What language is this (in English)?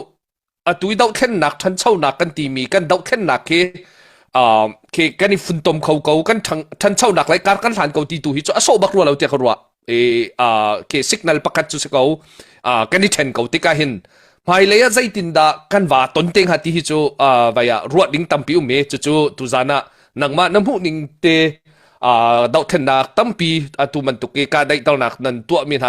Hakha Chin